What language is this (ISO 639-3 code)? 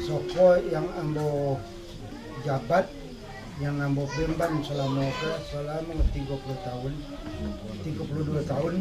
min